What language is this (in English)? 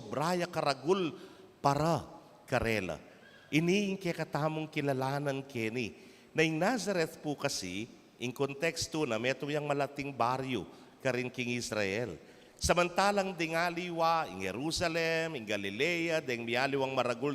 Pampanga